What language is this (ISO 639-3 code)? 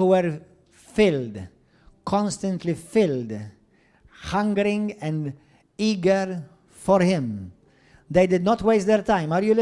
eng